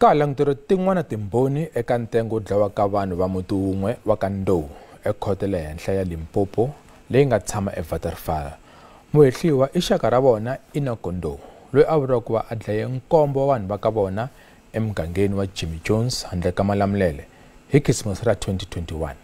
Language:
Tsonga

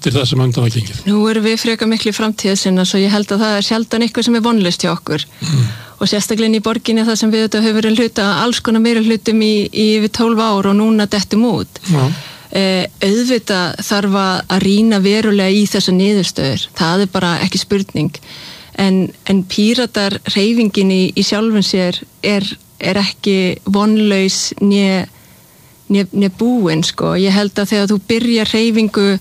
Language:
Icelandic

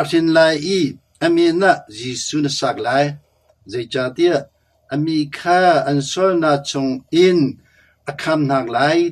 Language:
Hakha Chin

